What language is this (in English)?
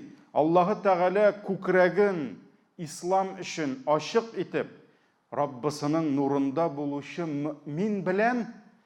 Tatar